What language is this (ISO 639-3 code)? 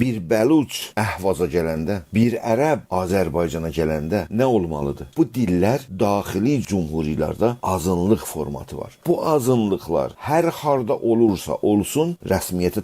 azb